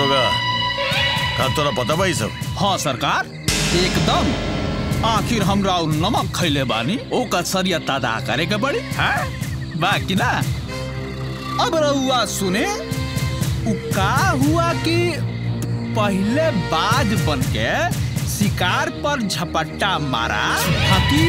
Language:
Bhojpuri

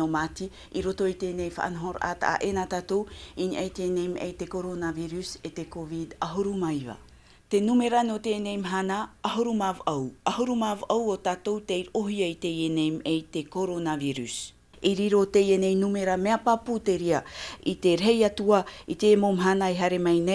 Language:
Tahitian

